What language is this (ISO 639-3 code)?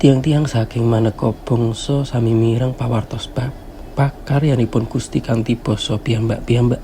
jav